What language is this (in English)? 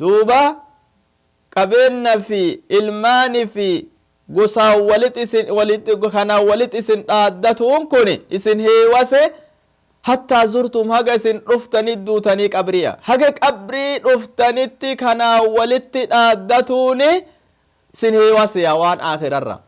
Oromo